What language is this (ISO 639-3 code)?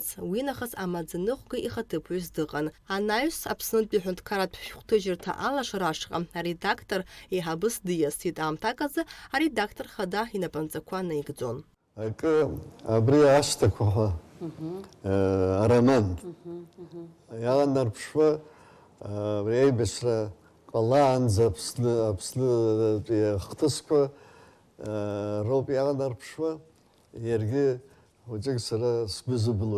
abk